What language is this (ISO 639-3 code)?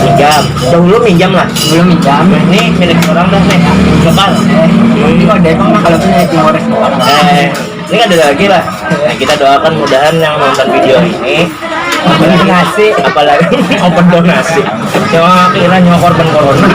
bjn